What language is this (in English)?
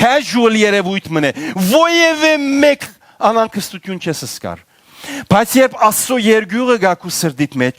Western Armenian